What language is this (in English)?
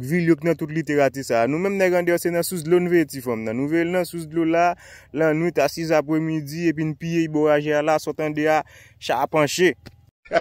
Haitian Creole